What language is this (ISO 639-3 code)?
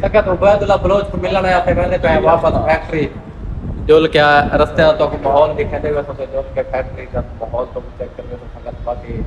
skr